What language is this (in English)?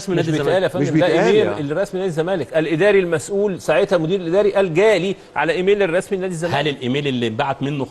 Egyptian Arabic